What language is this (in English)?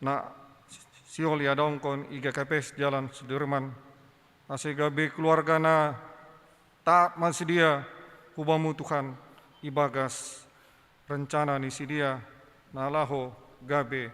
Batak Simalungun